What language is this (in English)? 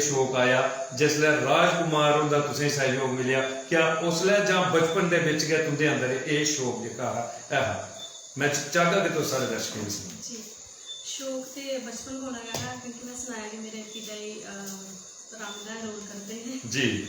Dogri